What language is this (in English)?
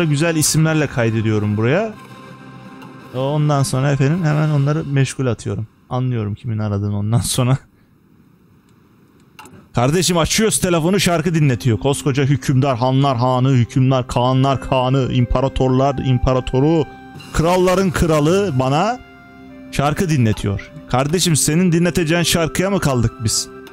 Turkish